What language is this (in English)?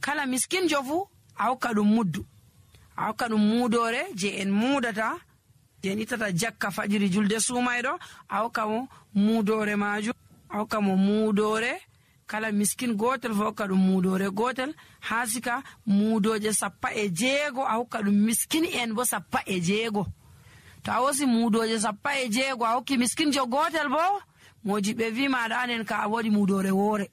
Nigerian Fulfulde